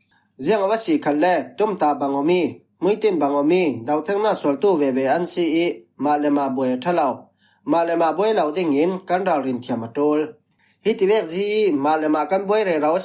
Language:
Falam Chin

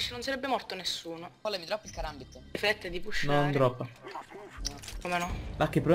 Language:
Italian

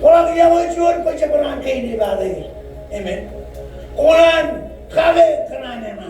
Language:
Marshallese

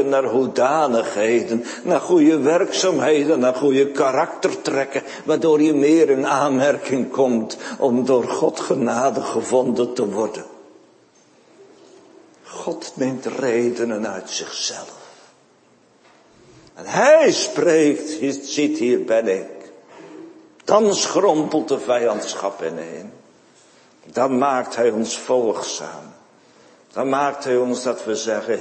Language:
Dutch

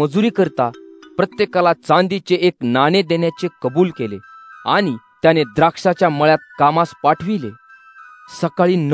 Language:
Marathi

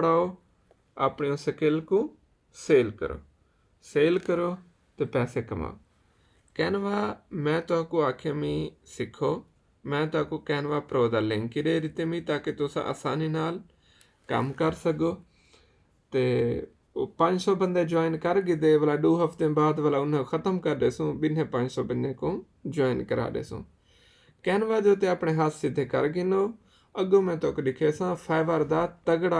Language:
Saraiki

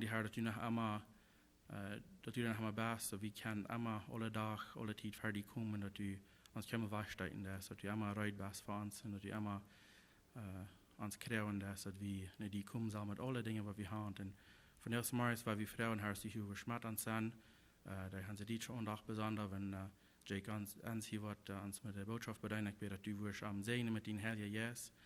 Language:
Plautdietsch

